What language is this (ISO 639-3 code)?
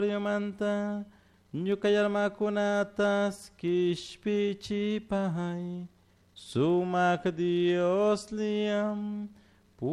qug